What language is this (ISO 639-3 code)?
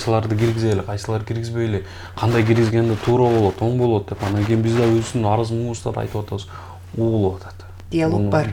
kir